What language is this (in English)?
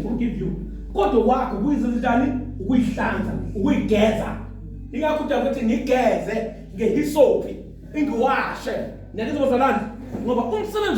Zulu